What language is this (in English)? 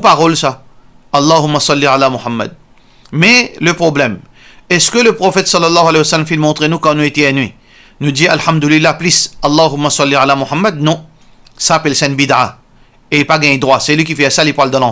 Morisyen